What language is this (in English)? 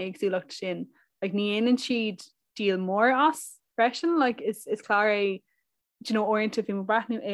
Irish